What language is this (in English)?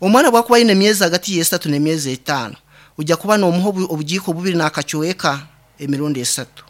Nyankole